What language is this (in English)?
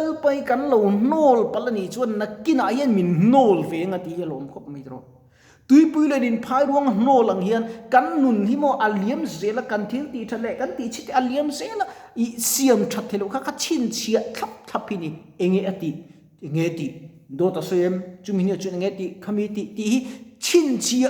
Mizo